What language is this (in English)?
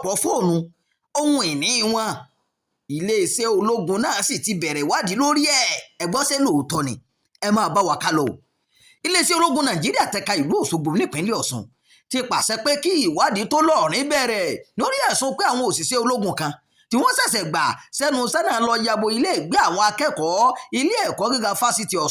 Yoruba